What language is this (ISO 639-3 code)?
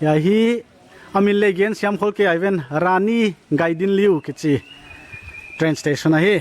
pck